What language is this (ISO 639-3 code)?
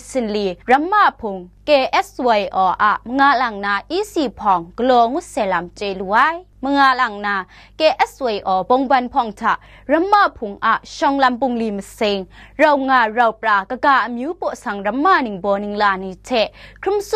kac